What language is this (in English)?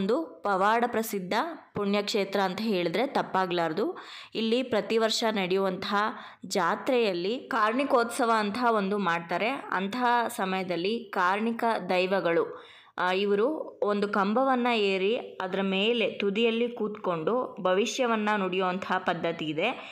Kannada